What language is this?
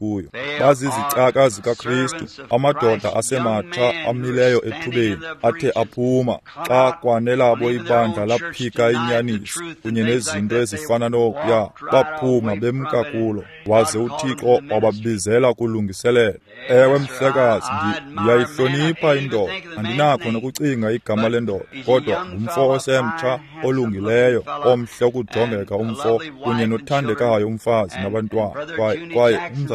Xhosa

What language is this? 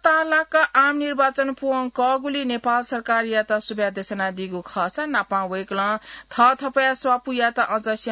Newari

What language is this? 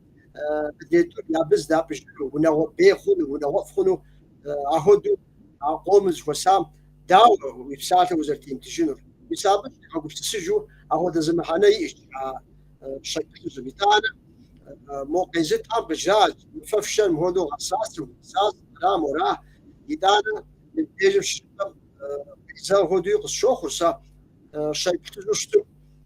Kabardian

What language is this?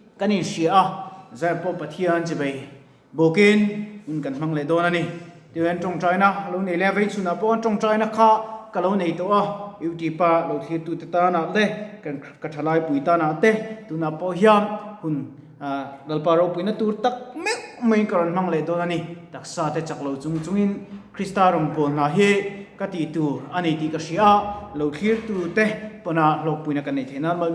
Mizo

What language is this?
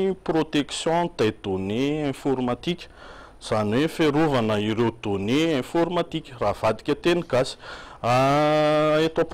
Malagasy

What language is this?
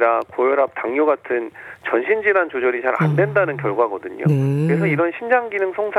Korean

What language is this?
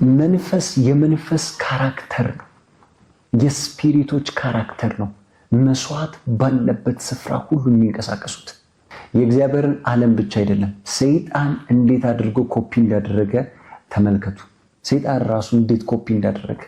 Amharic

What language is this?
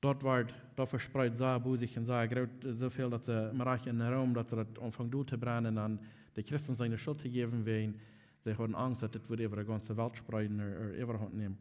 Plautdietsch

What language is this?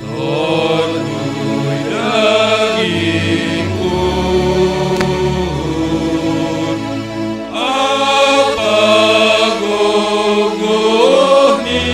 Batak Simalungun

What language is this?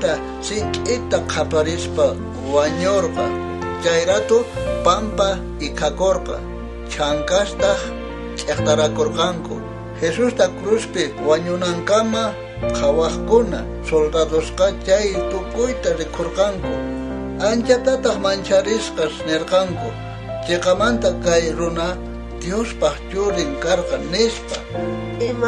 South Bolivian Quechua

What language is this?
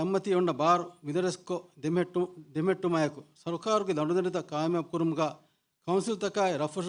Divehi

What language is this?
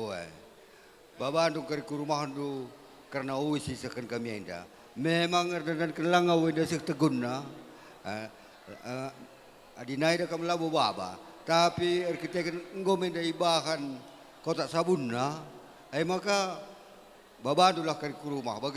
Batak Karo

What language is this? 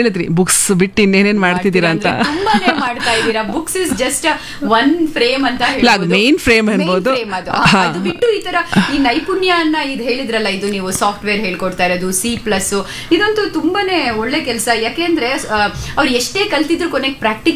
Kannada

